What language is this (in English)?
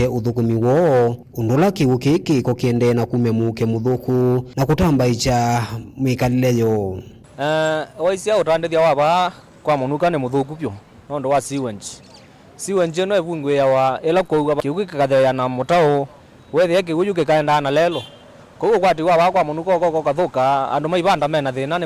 Kamba